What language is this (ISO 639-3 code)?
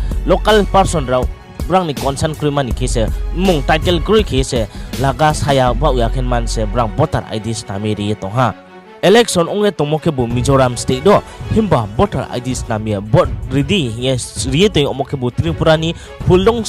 ria